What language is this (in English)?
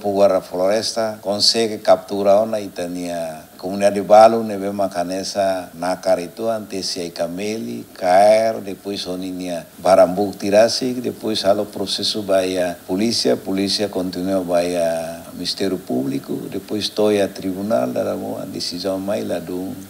Tetum